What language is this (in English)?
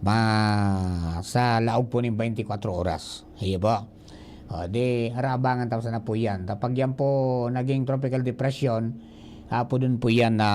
Bikol